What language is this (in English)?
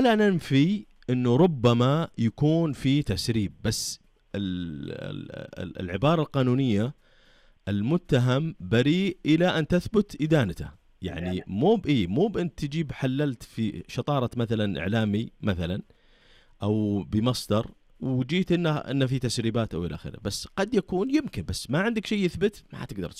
Najdi Arabic